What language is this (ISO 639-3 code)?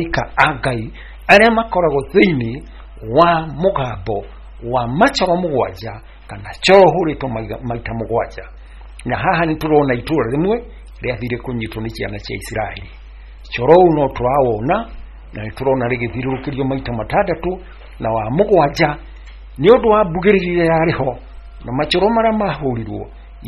kik